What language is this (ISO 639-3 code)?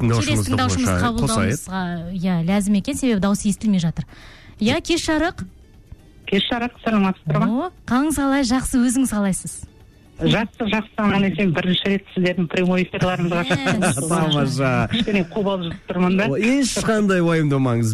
kaz